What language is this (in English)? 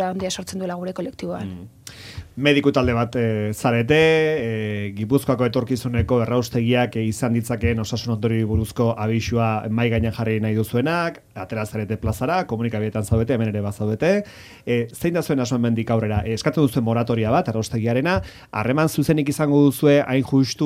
Basque